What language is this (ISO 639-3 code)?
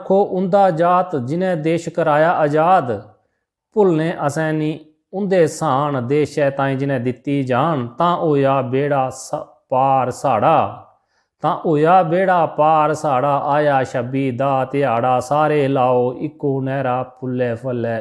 doi